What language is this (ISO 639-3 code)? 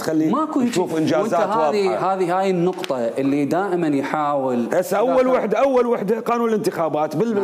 acm